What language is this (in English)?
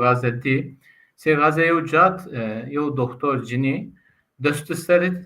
Zaza